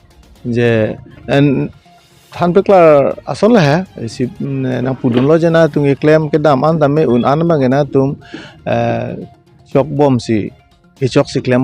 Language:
Karbi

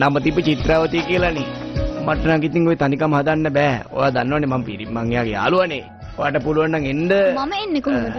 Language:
Sinhala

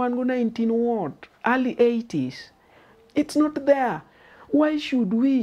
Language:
Luo (Kenya and Tanzania)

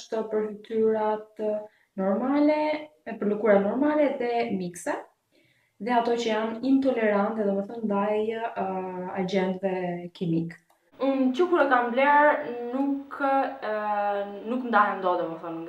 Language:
Albanian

